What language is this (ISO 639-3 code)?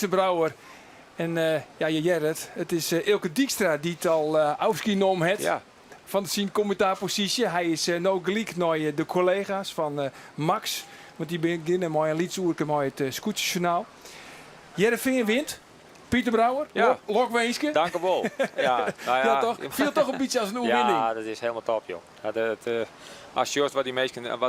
fry